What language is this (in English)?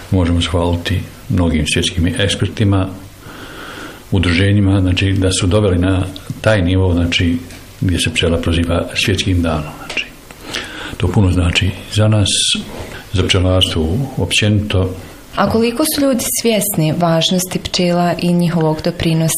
Bosnian